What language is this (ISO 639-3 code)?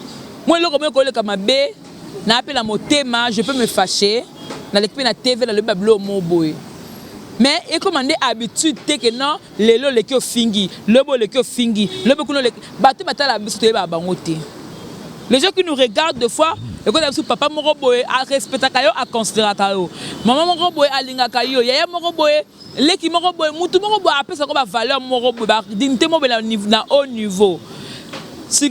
lin